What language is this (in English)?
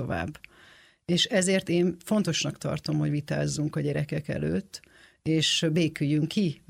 Hungarian